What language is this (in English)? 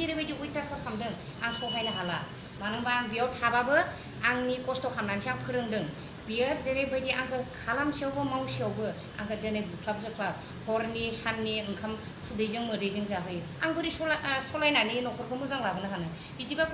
Bodo